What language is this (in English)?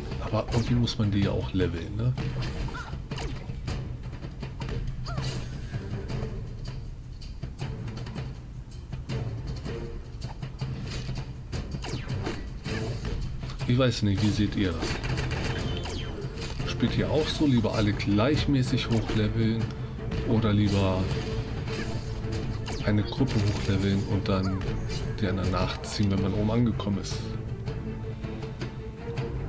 German